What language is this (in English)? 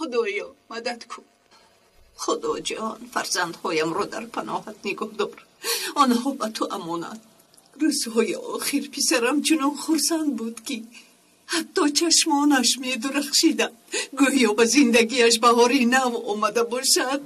Tajik